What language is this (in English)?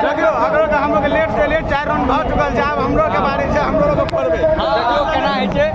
Maithili